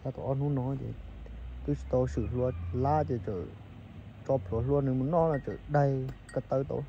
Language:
Hmong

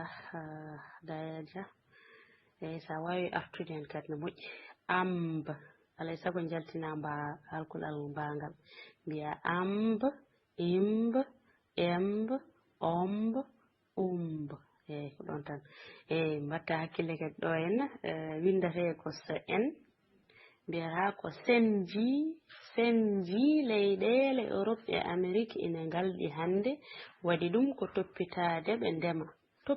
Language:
Fula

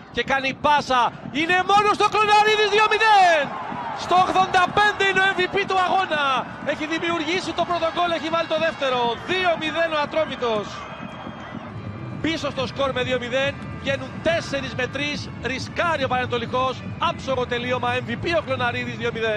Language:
Greek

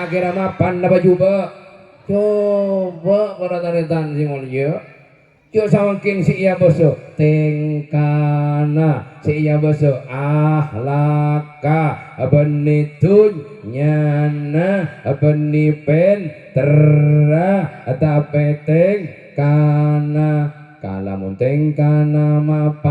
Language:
Madurese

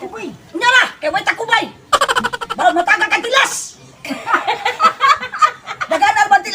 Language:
Cebuano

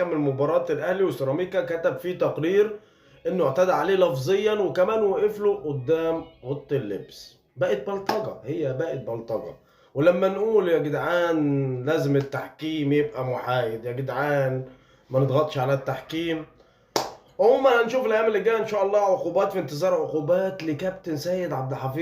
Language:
Egyptian Arabic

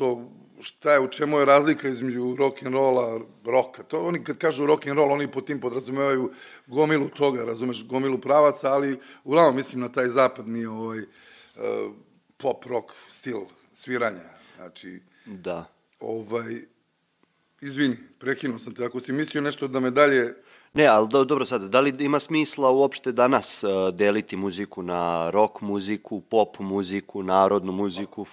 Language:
Serbian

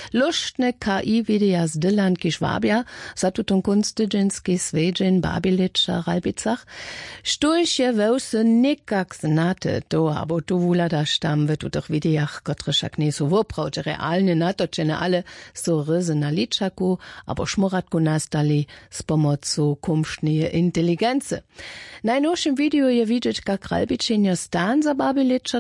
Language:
Upper Sorbian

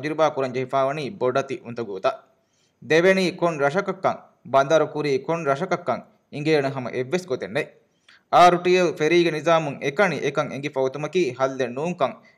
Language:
Divehi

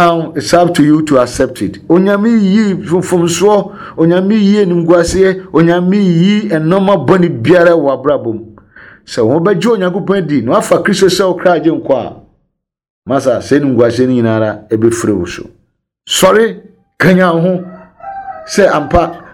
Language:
Akan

